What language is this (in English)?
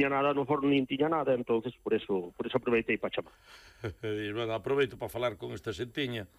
Galician